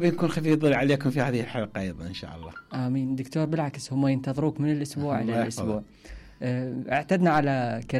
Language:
Mesopotamian Arabic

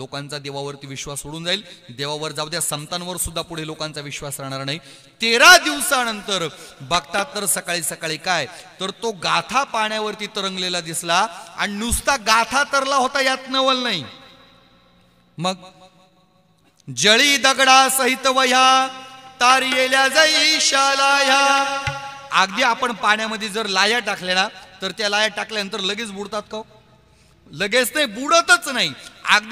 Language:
Marathi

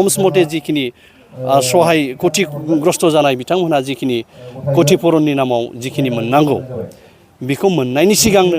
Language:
Bodo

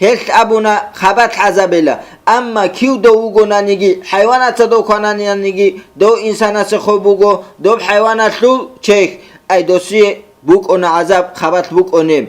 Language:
Avaric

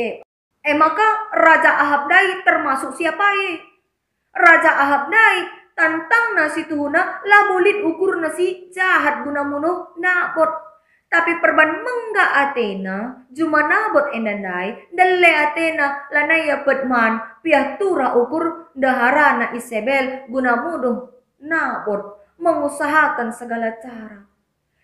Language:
Batak Karo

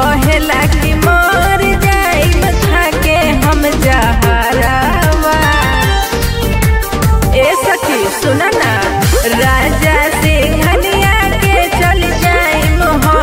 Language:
Bhojpuri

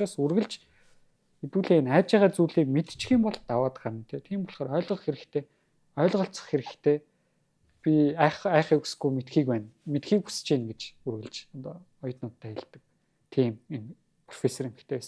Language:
Mongolian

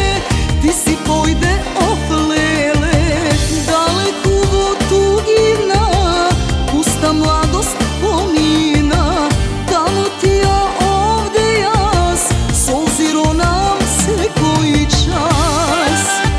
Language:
Macedonian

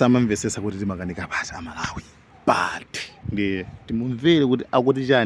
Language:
Nyanja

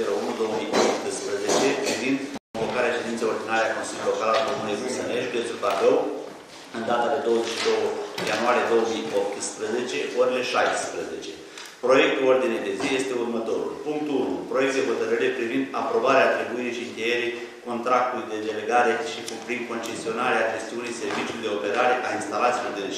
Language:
Romanian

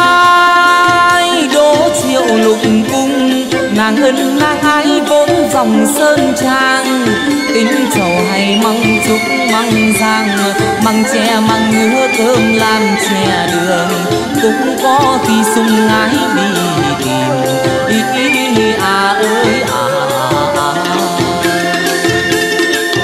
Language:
Vietnamese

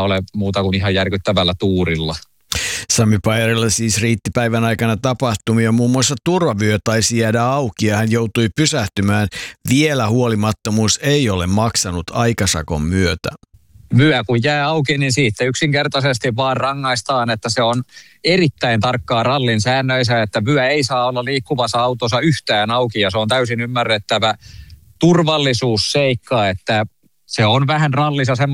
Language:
Finnish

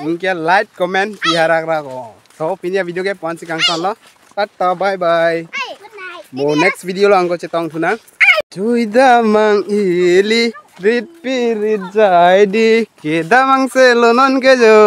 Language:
Karbi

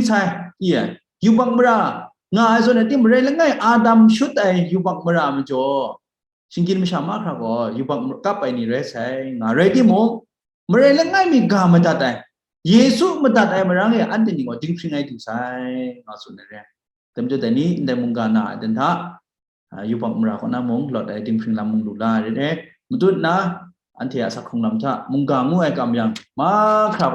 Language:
Kachin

